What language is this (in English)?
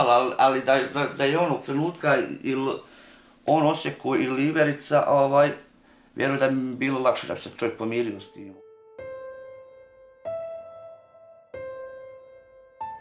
Bosnian